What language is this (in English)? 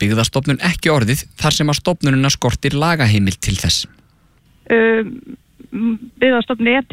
Icelandic